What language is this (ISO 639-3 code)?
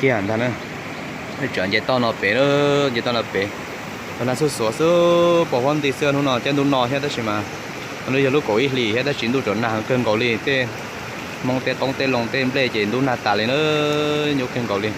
hmn